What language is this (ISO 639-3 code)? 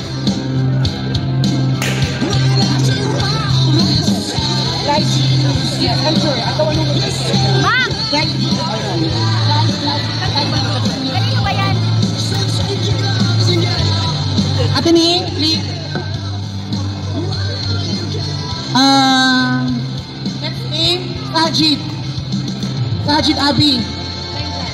fil